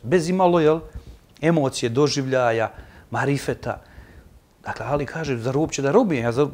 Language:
Bosnian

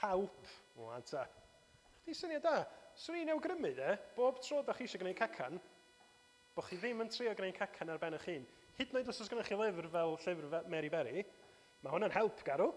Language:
Welsh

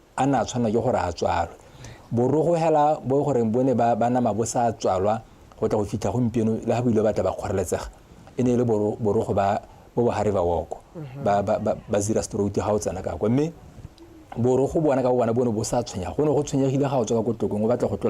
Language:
Tswana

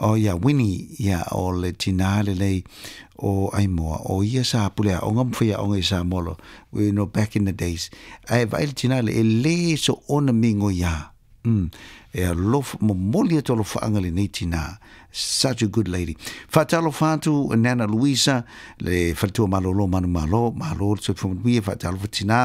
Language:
Samoan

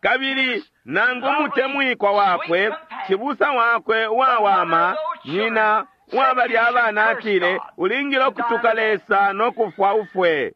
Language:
Bemba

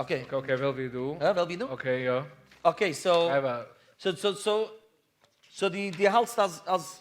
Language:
Yiddish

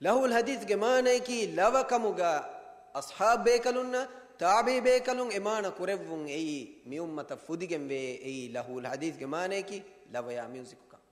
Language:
Divehi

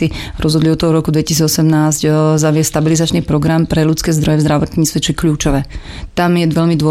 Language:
Slovak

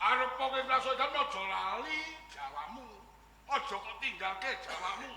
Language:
Javanese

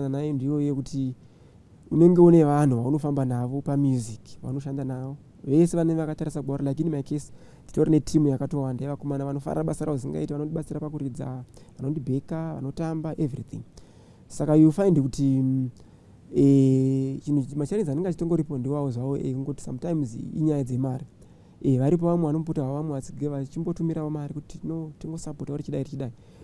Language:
Shona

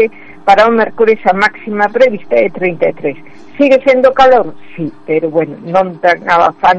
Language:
Galician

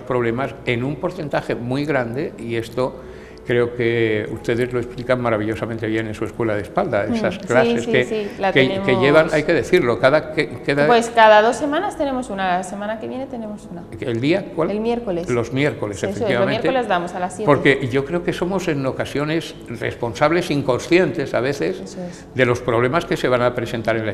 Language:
Spanish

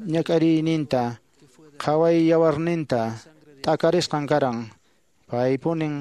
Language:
Quechua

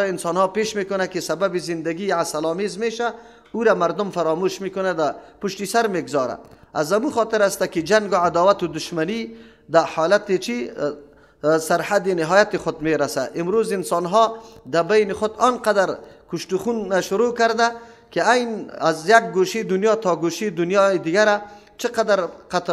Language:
Persian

